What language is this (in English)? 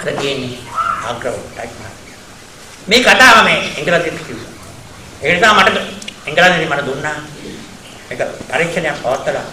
Sinhala